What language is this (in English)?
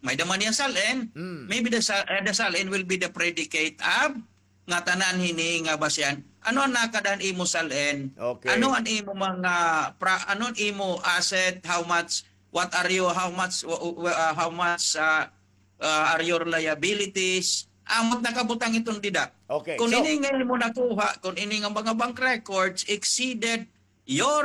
Waray